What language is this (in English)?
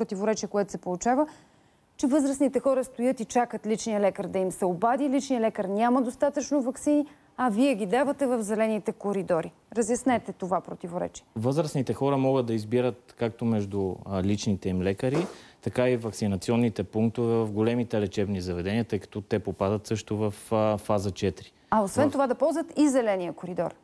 Bulgarian